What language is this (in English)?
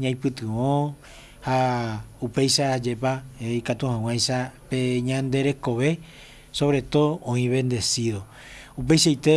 Guarani